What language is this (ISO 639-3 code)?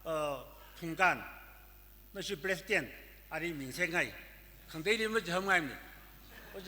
nmf